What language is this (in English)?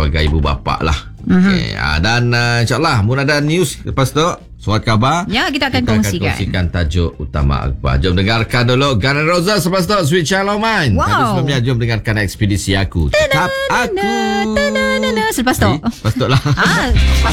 Malay